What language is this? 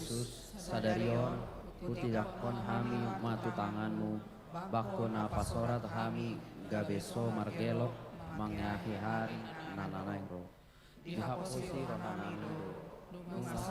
Batak Toba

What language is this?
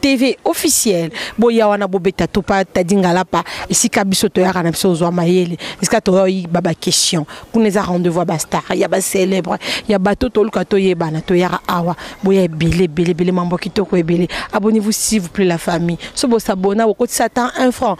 Lingala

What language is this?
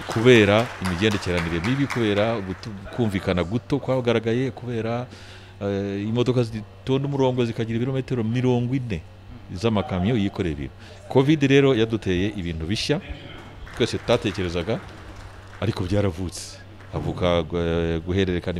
Kinyarwanda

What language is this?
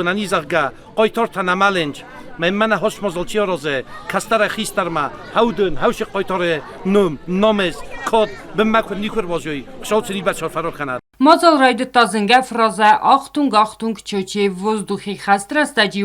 Ossetic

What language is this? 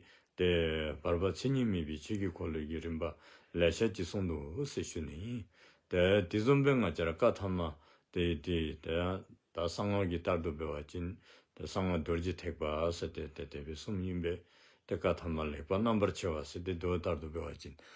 Dzongkha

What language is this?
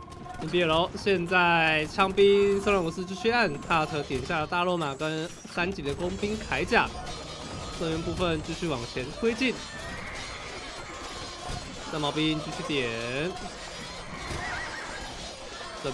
Chinese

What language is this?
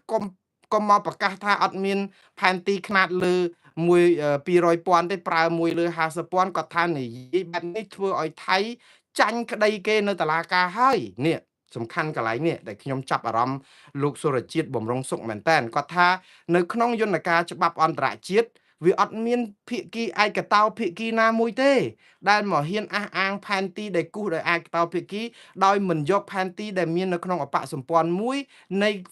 Khmer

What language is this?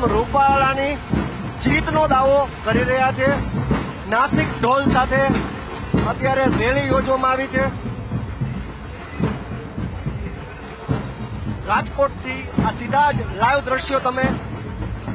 Gujarati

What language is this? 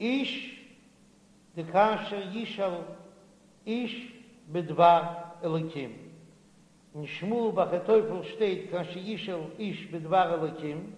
Yiddish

